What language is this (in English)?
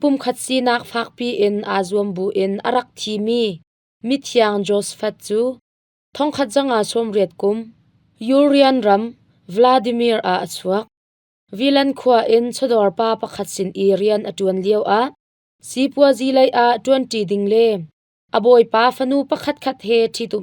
Hakha Chin